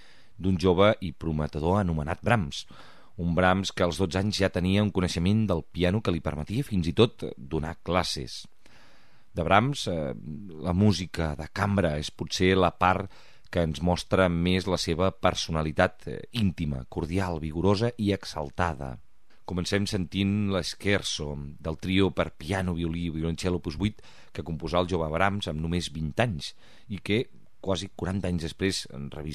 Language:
Catalan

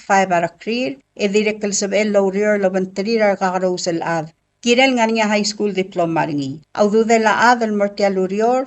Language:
Palauan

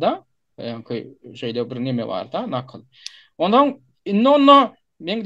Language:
Turkmen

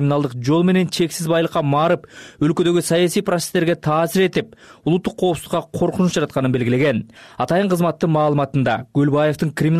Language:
Kyrgyz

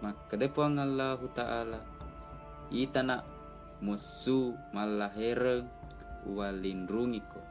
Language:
Buginese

